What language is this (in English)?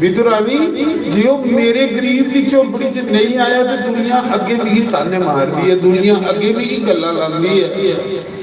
Dogri